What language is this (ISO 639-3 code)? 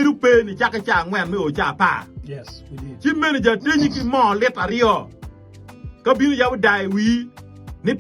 ach